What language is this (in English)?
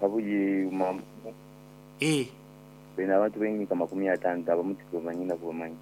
Nyoro